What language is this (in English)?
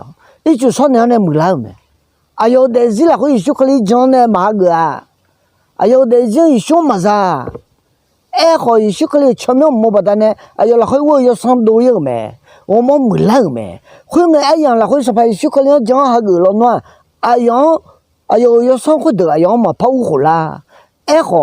Akha